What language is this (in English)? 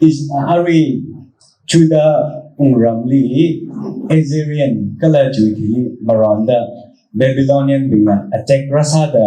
Tangkhul Naga (India)